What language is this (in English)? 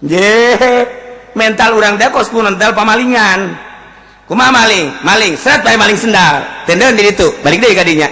Sundanese